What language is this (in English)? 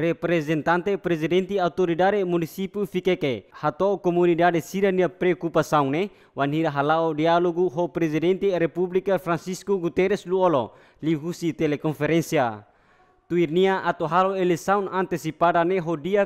Tetum